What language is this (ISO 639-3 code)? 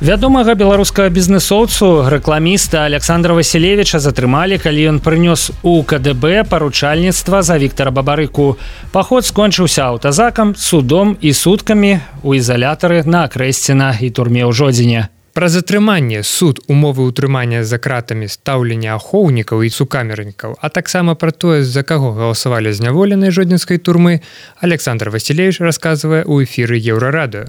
bel